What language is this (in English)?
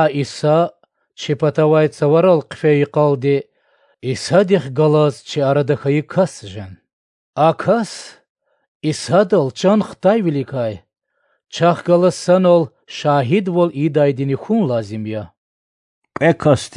Lezghian